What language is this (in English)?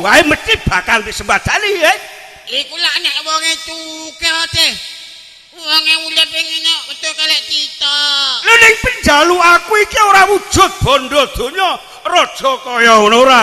Javanese